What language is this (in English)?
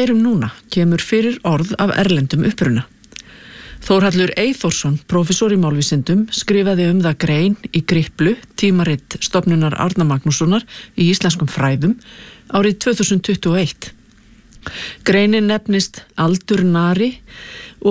Icelandic